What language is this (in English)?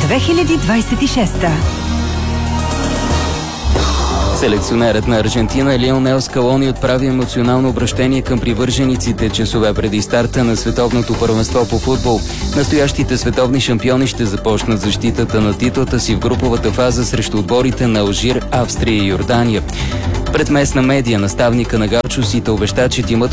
Bulgarian